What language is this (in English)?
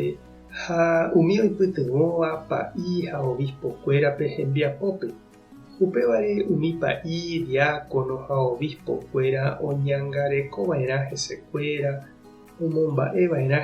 Guarani